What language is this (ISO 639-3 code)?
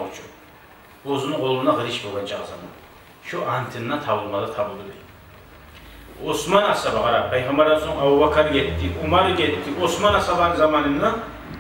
kum